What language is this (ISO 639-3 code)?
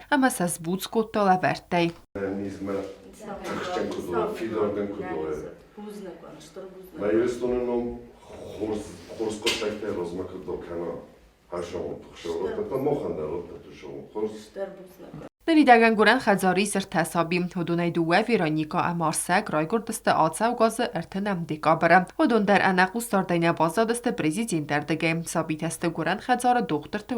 oss